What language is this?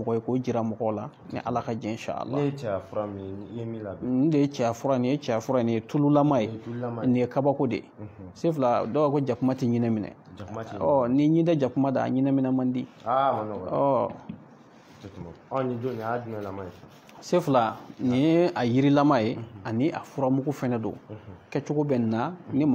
Bambara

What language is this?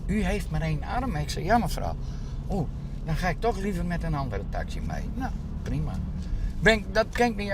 Western Frisian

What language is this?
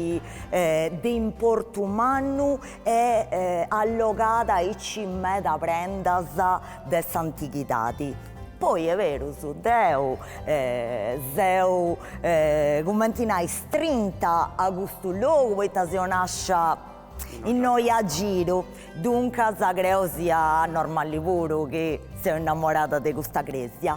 Sardinian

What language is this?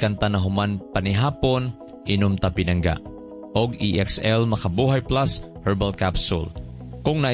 Cebuano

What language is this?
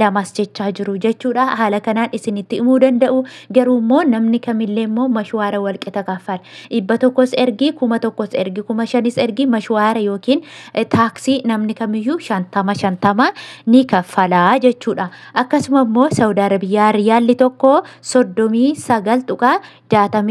Oromo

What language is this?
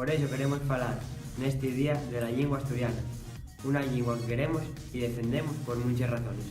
Asturian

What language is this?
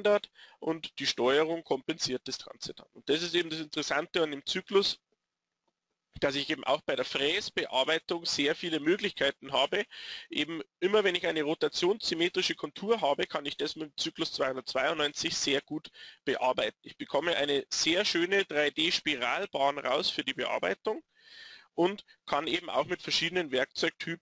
German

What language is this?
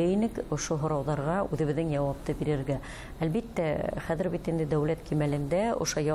Bashkir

